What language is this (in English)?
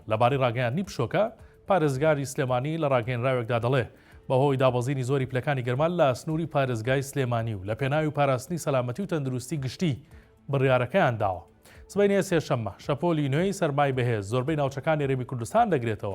Central Kurdish